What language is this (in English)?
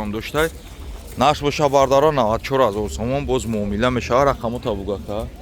Tajik